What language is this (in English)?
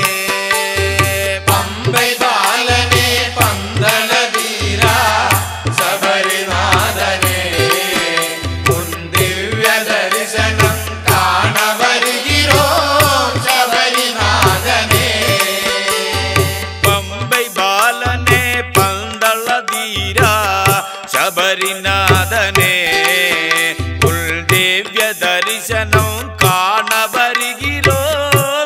Tamil